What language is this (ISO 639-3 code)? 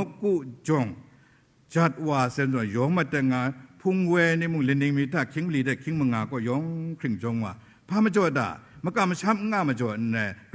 kac